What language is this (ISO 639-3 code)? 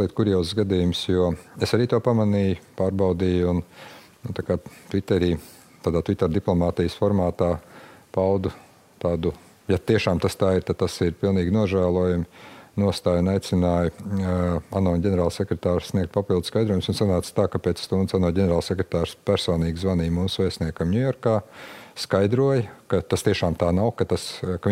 lav